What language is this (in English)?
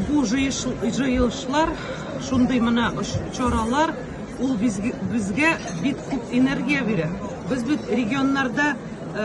Tatar